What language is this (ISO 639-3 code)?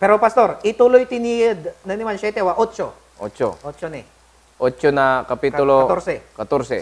pag